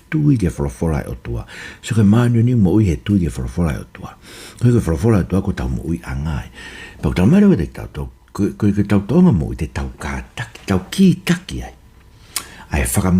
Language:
Tongan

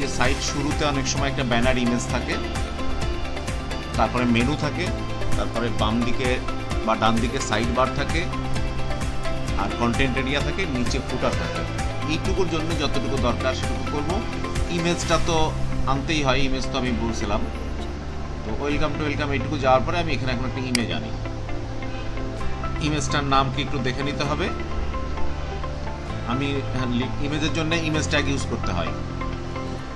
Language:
Bangla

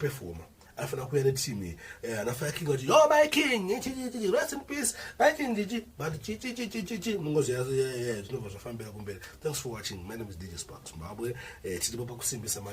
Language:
Shona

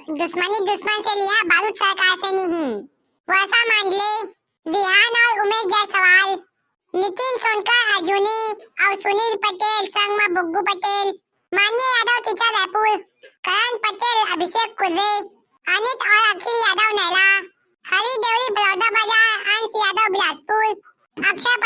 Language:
Chhattisgarhi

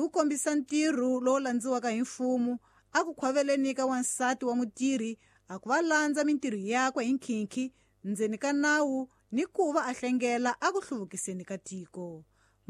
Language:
Tsonga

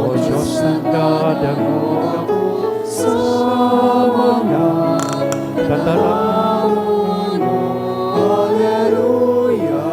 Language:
Bikol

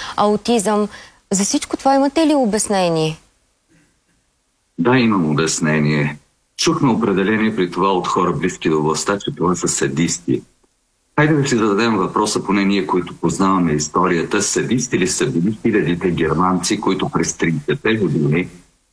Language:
Bulgarian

